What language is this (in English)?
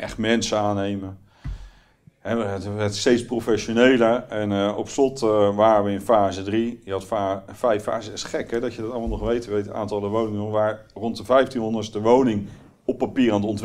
Dutch